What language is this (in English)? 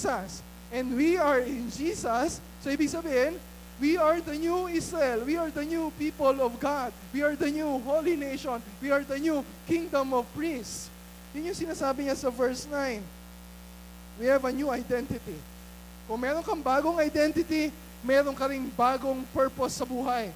Filipino